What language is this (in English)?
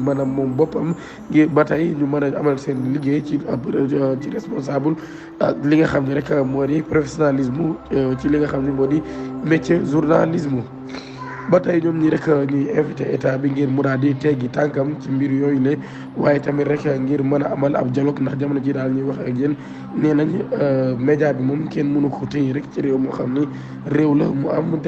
Wolof